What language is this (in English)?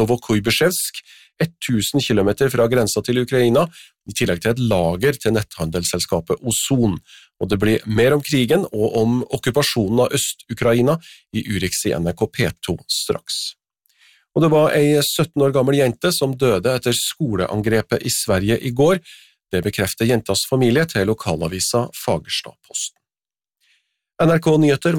Norwegian